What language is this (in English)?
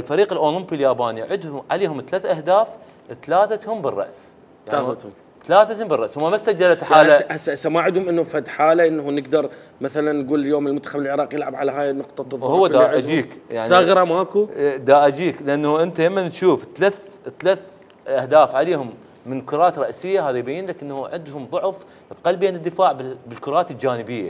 Mesopotamian Arabic